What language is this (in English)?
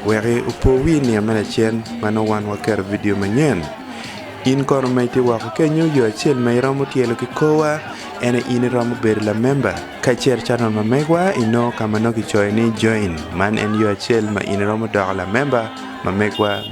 Acoli